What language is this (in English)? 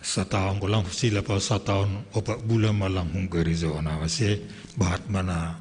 Batak Simalungun